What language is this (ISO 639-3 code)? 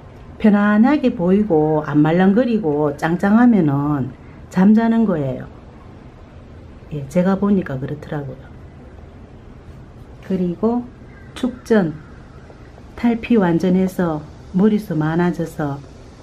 kor